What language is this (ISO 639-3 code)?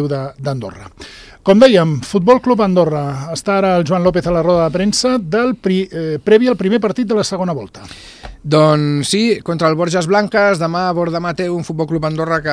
cat